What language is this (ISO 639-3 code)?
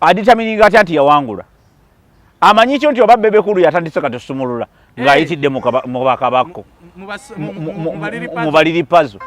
lug